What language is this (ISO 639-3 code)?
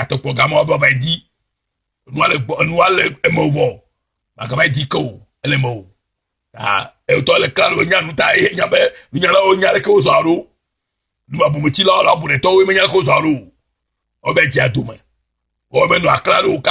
ewe